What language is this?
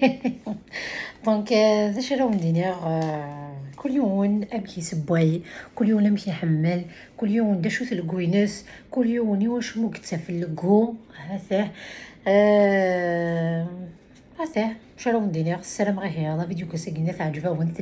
Kabyle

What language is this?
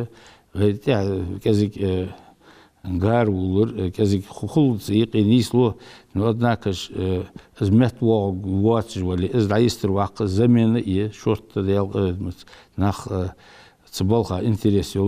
Ingush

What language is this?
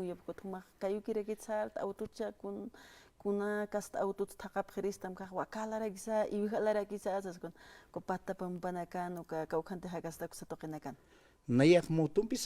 Aymara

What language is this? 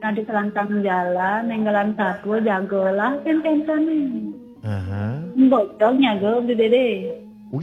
Balinese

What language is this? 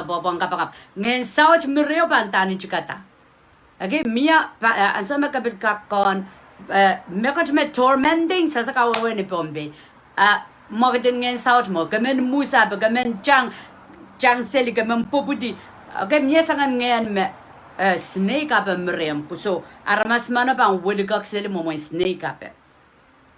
Pohnpeian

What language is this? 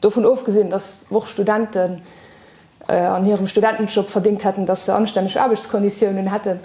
Luxembourgish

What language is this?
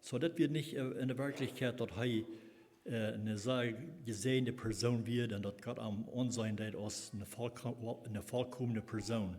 Plautdietsch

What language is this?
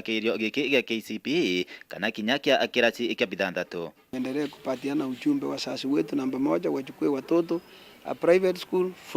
Meru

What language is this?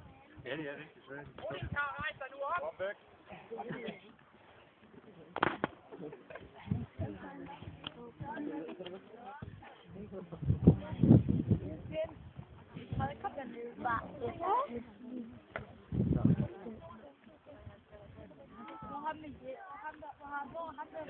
Danish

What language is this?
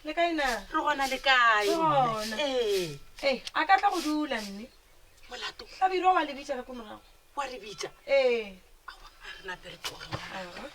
Northern Sotho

